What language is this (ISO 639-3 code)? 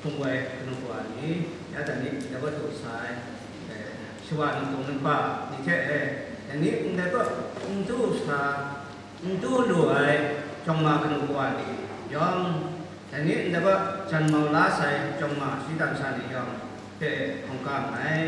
kac